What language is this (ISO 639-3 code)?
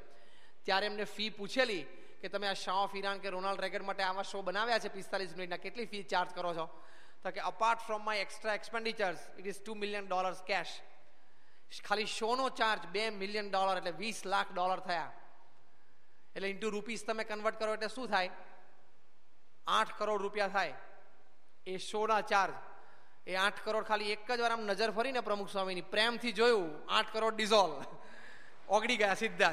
guj